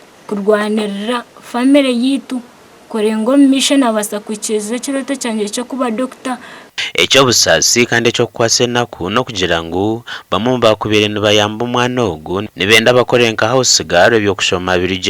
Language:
Nyankole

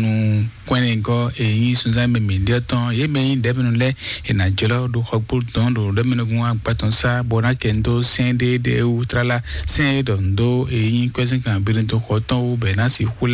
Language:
Fon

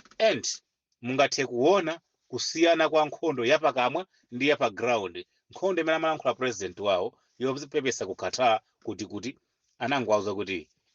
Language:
Nyanja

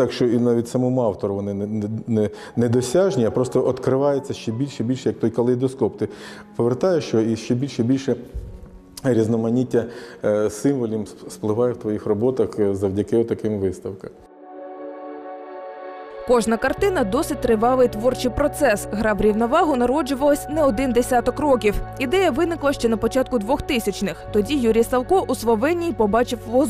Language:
Ukrainian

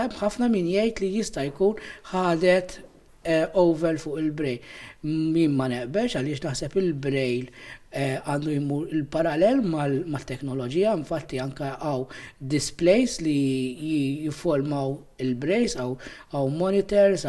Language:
Maltese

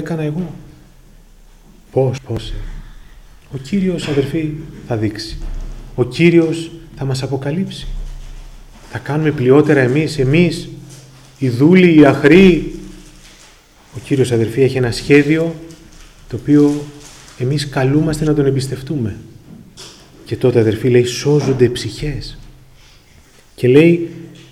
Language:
Greek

